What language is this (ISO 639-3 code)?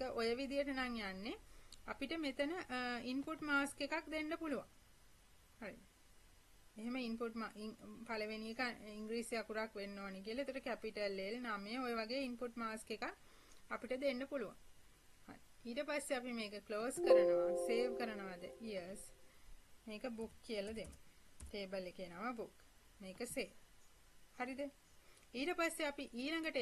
sin